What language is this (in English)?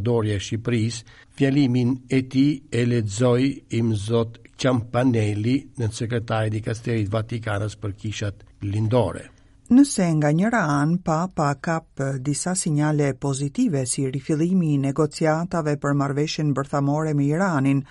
Albanian